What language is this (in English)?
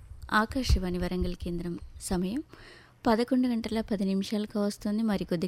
Telugu